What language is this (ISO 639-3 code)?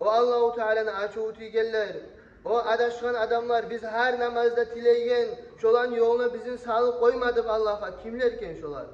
kum